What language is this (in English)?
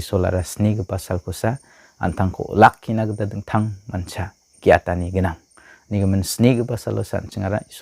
Garo